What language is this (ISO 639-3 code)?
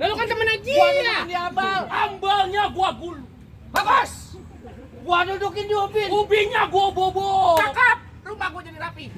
bew